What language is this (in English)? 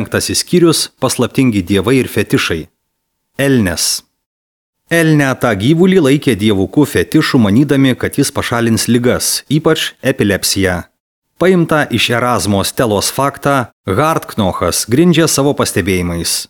Lithuanian